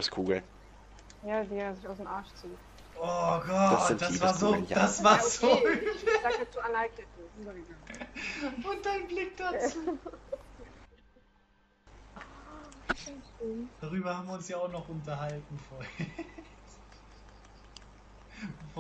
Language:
German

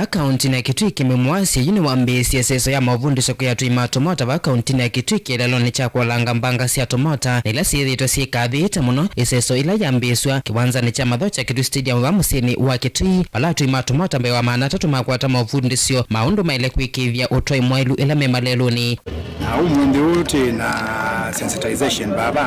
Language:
Kamba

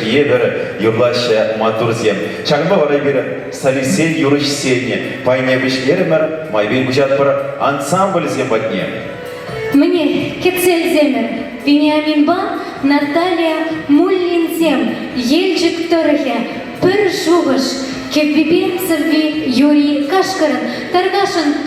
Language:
Chuvash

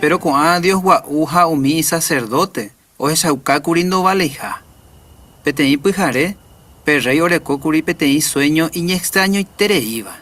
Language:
Guarani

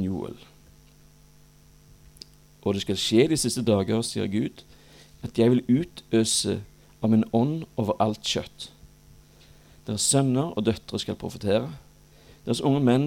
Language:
Norwegian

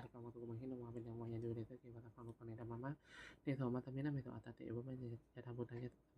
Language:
Pali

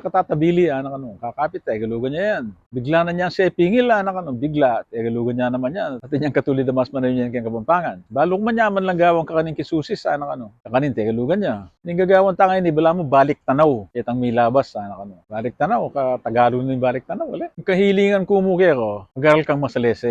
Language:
Pampanga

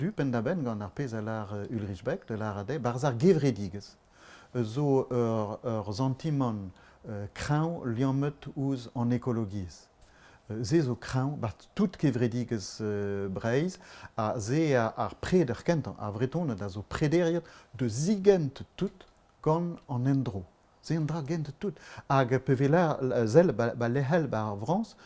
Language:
Breton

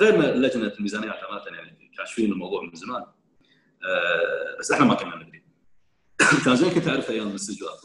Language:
Gulf Arabic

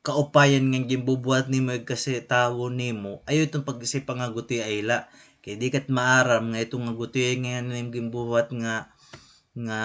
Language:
Waray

